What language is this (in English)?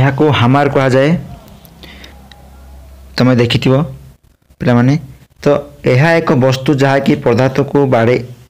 Odia